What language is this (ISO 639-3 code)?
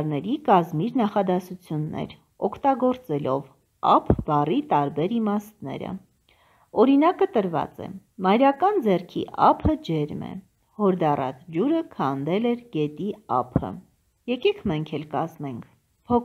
hye